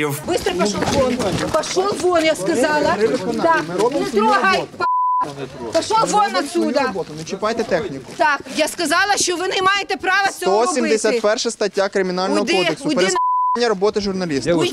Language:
Ukrainian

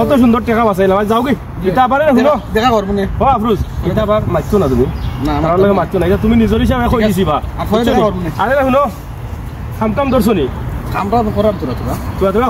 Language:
Sylheti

